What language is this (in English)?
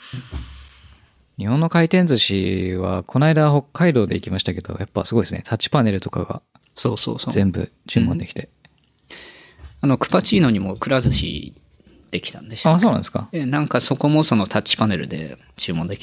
Japanese